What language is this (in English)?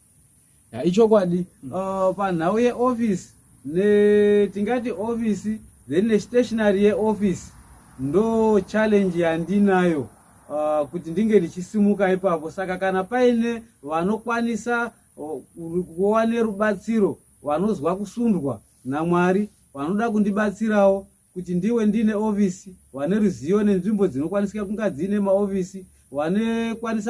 Shona